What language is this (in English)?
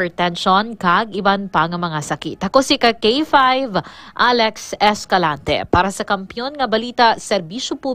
Hiligaynon